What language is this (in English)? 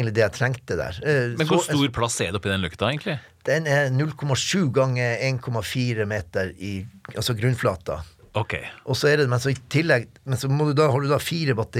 Norwegian